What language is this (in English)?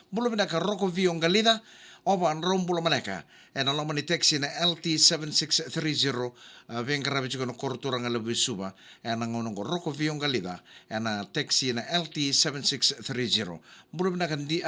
Fijian